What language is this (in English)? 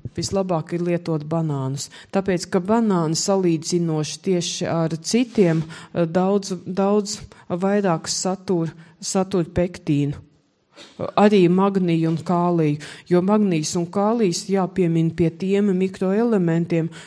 Latvian